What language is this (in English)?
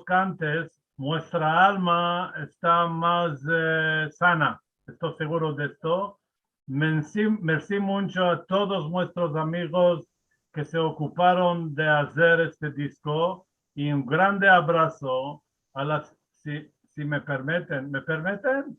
Ladino